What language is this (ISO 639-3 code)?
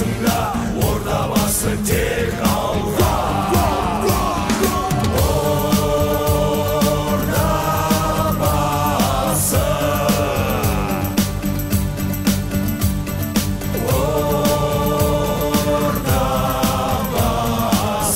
kaz